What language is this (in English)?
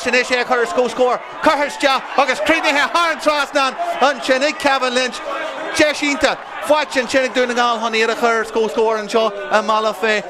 Irish